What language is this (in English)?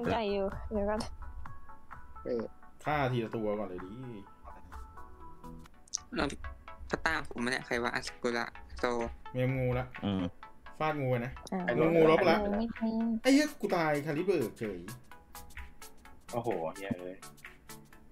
Thai